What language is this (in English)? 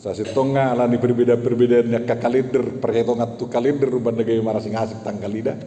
Batak Toba